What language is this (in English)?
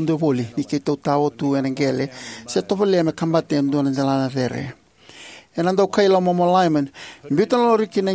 Fijian